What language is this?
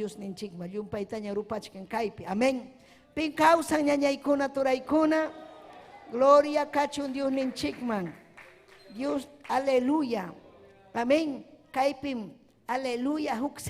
Ayacucho Quechua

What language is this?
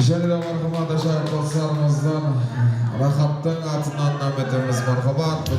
Kara-Kalpak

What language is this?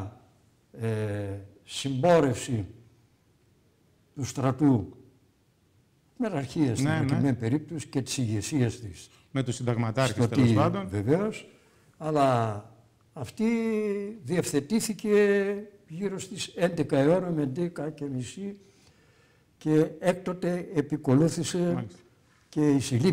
Greek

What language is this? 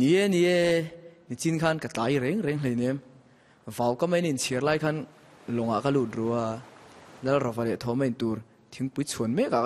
Mizo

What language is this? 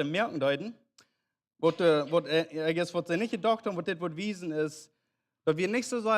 Plautdietsch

